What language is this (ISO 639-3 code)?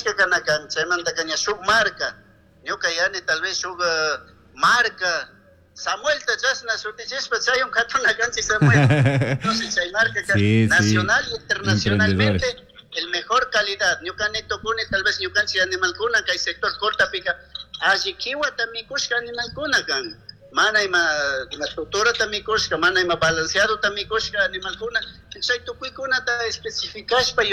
qug